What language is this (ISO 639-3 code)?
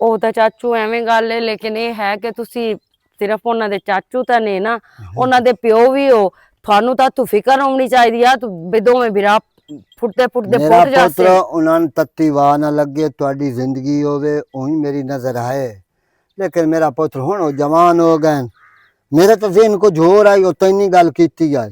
lah